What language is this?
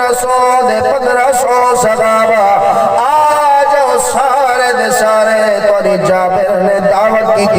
Saraiki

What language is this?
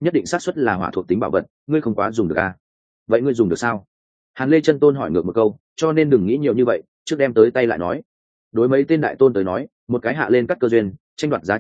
Vietnamese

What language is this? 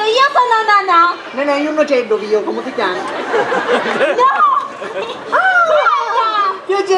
Sicilian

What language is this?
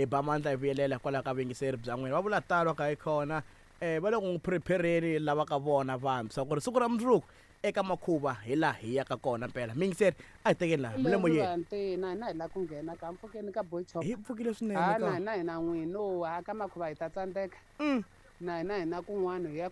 Tsonga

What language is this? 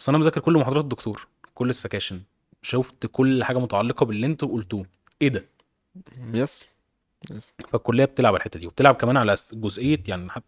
Egyptian Arabic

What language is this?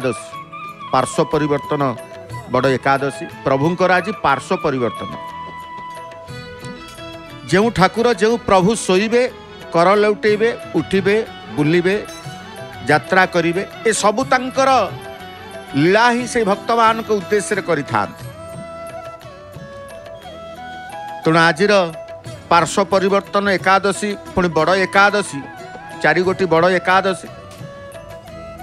Odia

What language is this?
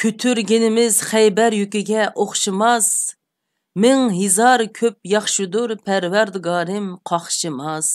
Uyghur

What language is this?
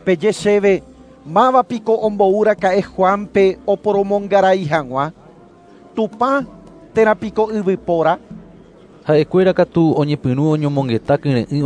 Guarani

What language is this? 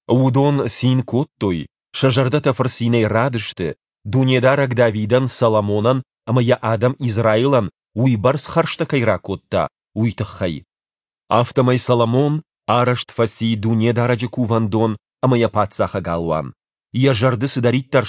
Ossetic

